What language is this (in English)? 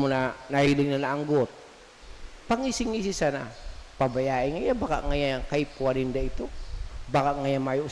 Bikol